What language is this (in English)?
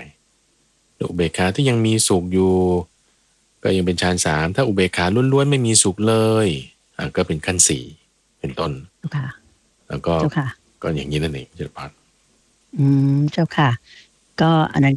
Thai